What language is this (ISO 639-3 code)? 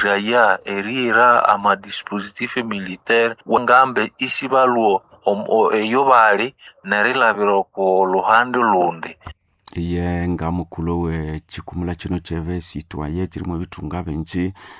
nnb